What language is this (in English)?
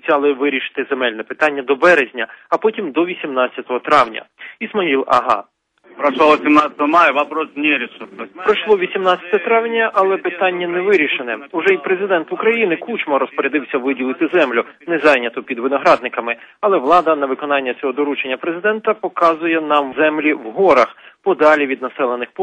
Ukrainian